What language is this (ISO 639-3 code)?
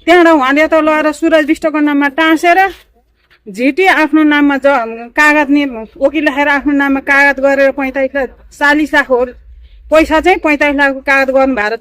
nep